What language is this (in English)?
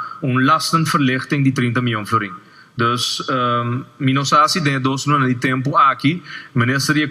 Papiamento